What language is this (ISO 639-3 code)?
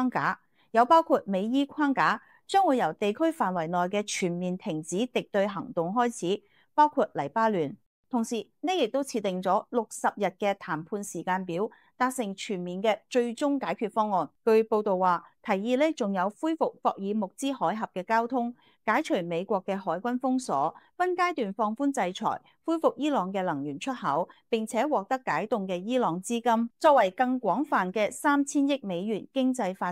yue